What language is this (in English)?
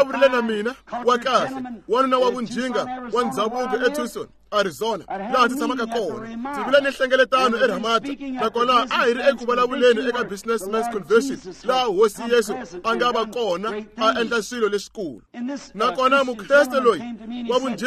Tsonga